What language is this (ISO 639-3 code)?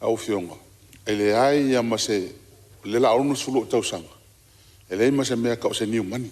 smo